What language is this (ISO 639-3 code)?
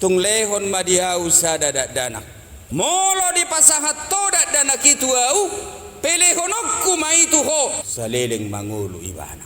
bbc